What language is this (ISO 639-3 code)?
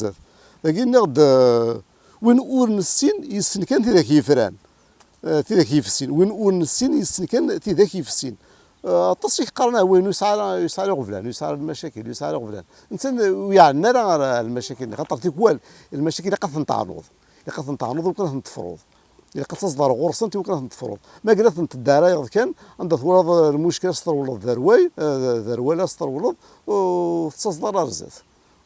kab